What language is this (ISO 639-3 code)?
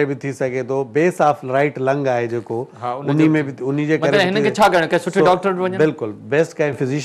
snd